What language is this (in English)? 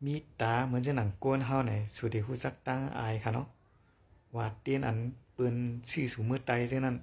Shan